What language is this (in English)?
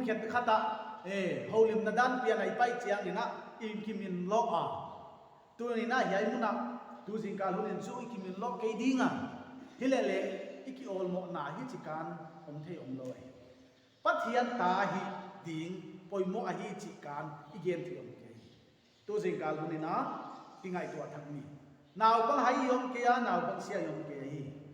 Paite Chin